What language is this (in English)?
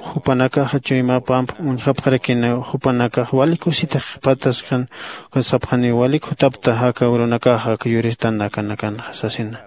Aymara